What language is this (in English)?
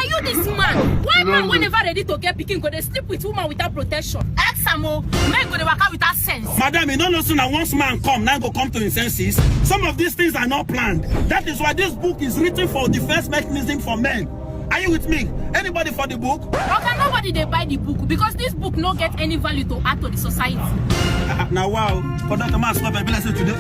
Nigerian Pidgin